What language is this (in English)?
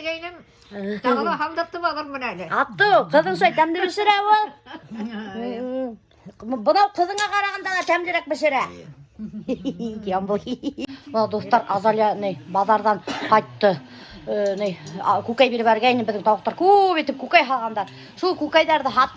Bashkir